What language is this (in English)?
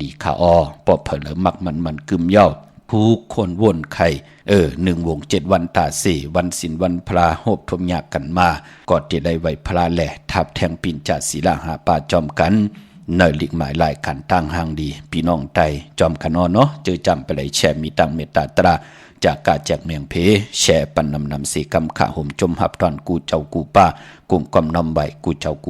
Shan